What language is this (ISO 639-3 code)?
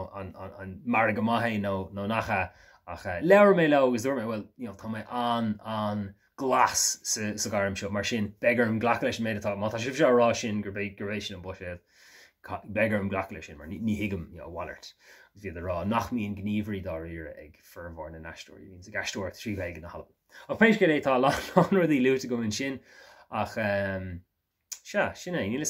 gle